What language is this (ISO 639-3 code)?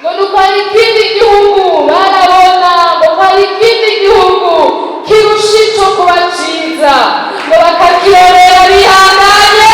run